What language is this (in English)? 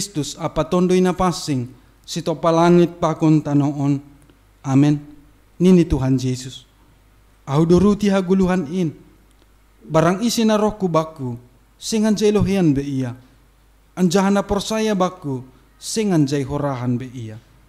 Batak Simalungun